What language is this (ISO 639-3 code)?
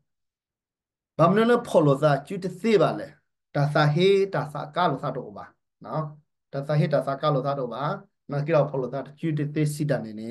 ksw